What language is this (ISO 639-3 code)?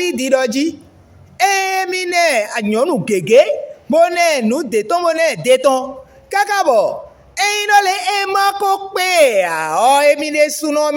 fon